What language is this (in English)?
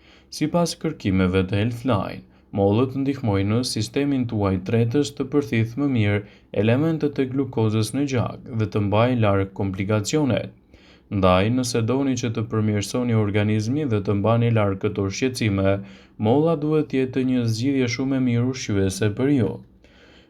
Albanian